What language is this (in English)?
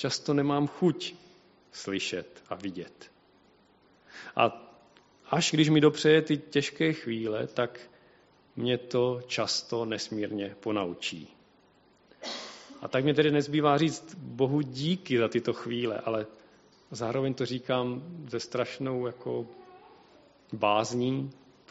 Czech